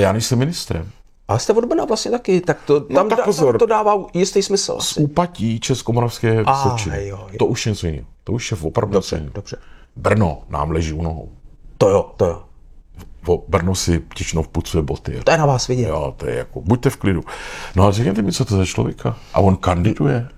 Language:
Czech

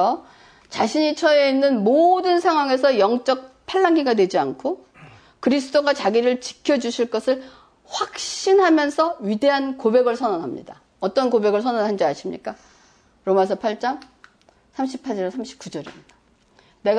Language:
Korean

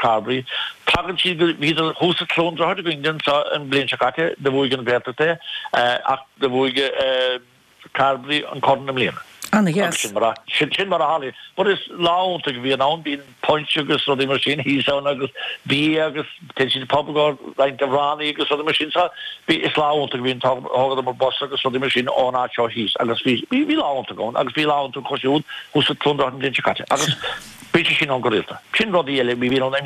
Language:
Irish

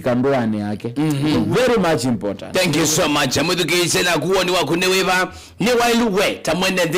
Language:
Kamba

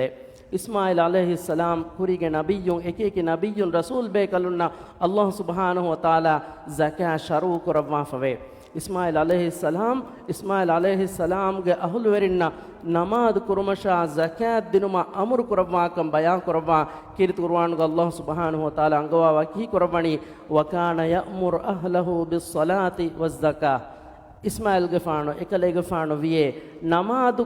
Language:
Divehi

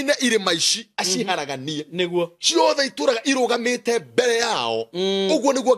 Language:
Kikuyu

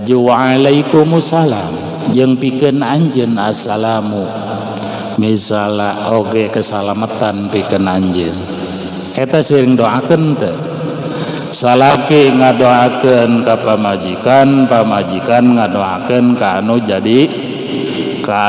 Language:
Sundanese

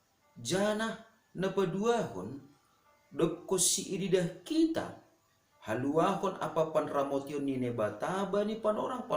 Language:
Batak Simalungun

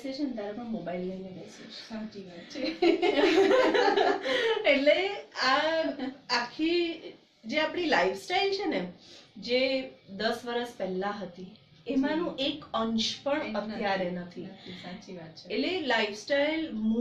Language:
Gujarati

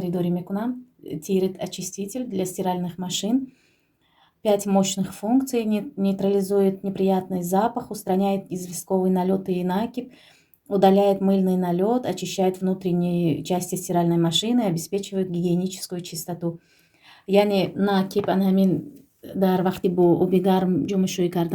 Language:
Tajik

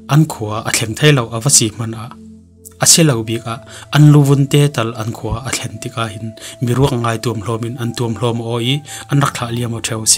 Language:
Falam Chin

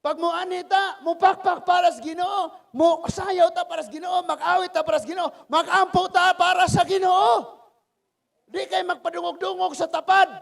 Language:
Cebuano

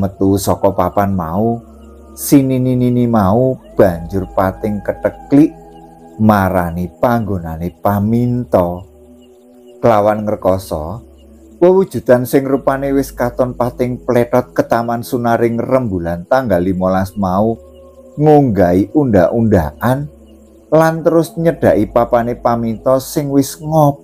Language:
Javanese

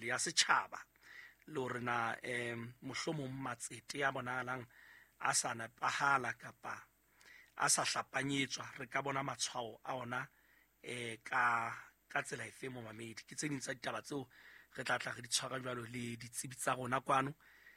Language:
Southern Sotho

